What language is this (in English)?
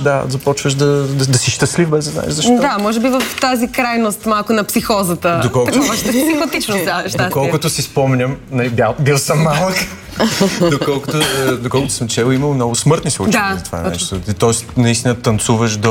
Bulgarian